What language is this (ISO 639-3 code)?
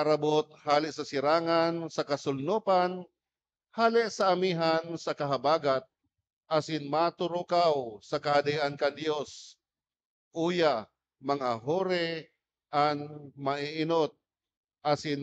bik